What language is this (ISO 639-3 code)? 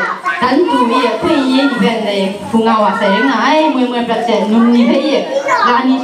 kac